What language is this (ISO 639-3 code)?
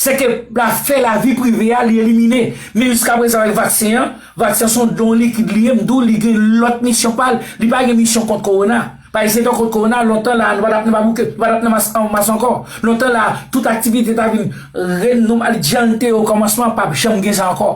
hat